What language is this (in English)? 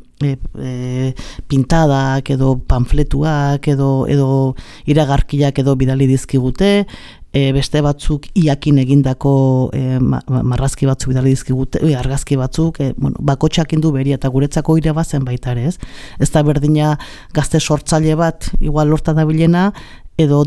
Basque